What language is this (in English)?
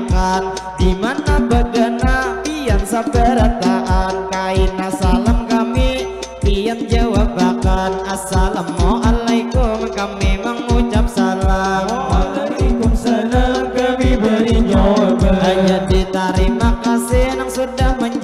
Banjar